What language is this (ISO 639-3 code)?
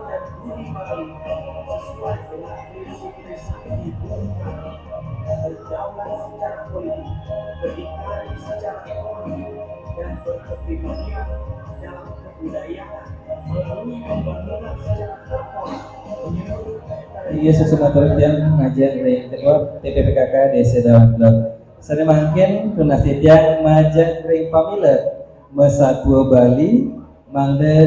ban